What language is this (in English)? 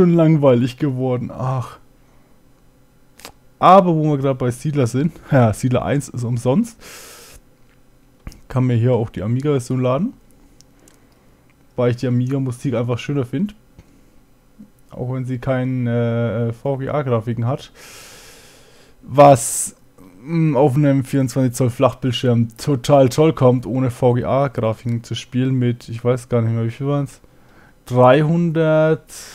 German